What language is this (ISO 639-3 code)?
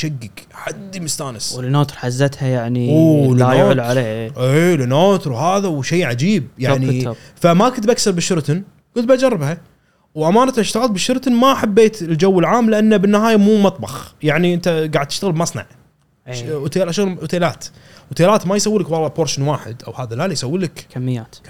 afb